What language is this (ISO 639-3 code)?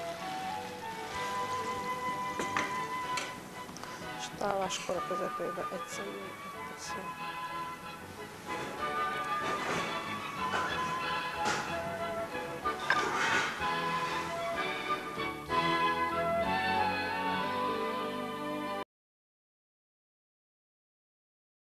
hun